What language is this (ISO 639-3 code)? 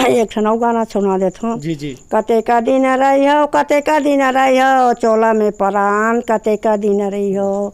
hne